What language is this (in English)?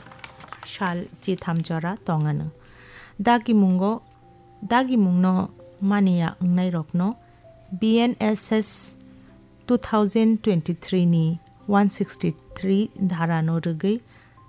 Kok Borok